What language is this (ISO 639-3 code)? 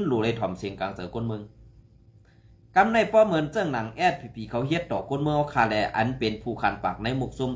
shn